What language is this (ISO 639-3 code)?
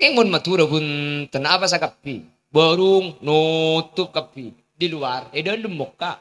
mad